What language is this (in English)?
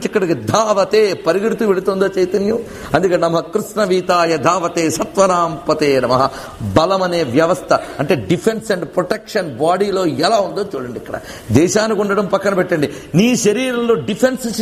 Telugu